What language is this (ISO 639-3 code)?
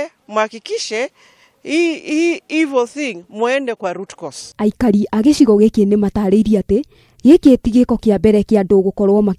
kik